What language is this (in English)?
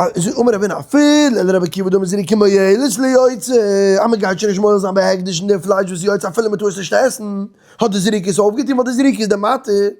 Yiddish